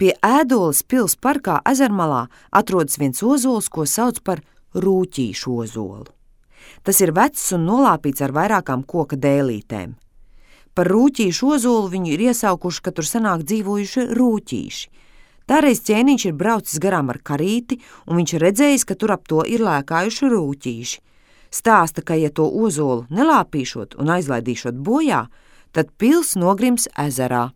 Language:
Latvian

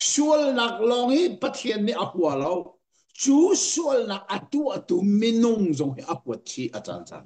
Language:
Hakha Chin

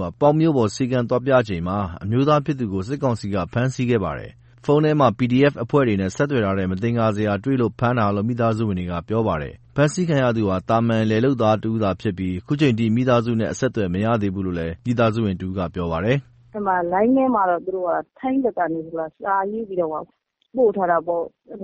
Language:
Burmese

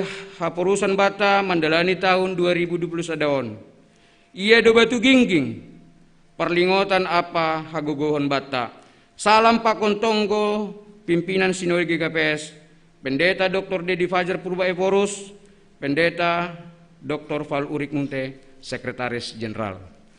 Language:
Batak Simalungun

